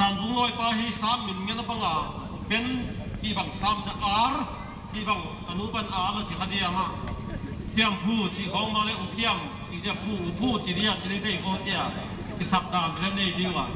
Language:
Paite Chin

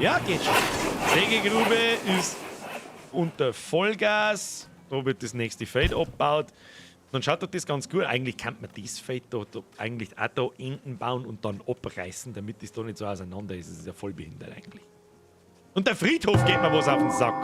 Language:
Bavarian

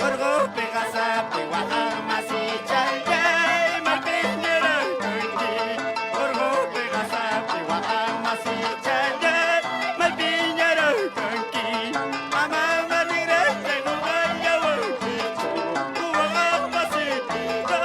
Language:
Ayacucho Quechua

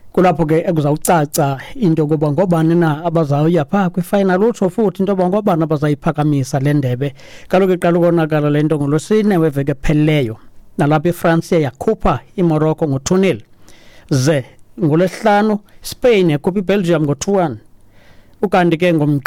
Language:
Xhosa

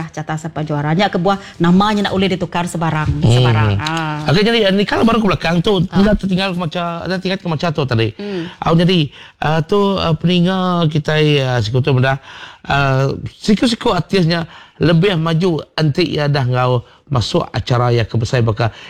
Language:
Iban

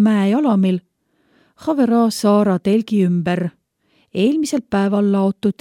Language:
Estonian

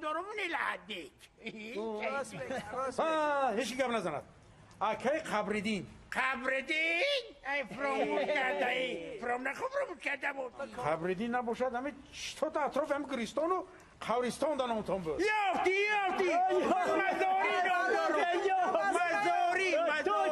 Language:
Tajik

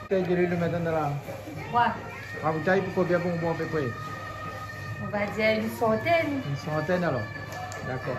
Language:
Réunion Creole French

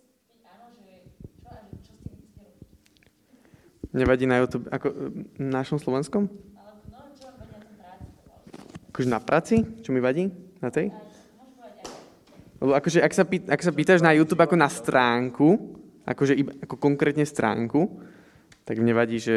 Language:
Slovak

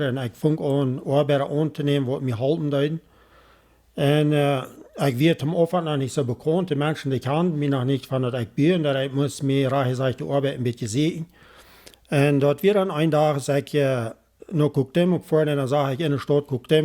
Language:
Plautdietsch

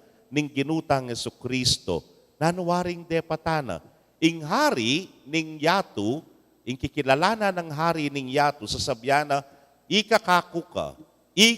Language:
Pampanga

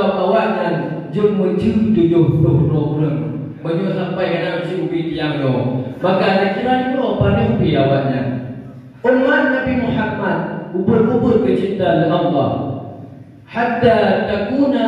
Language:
Achinese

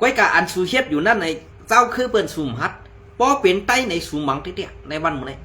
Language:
Shan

